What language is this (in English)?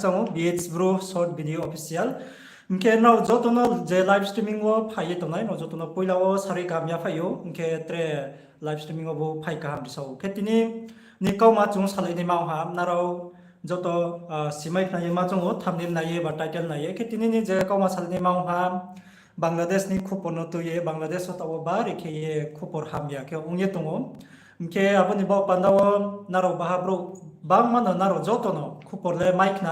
Riang (India)